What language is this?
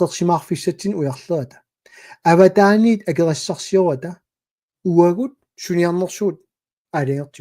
Kalaallisut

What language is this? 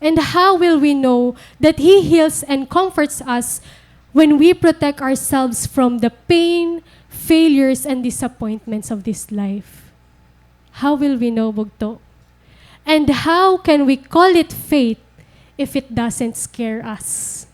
Waray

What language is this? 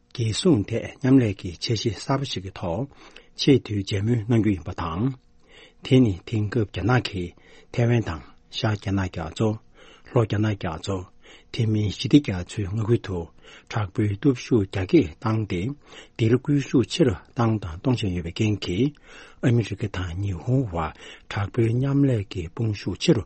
Tibetan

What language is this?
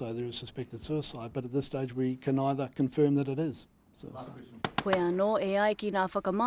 Māori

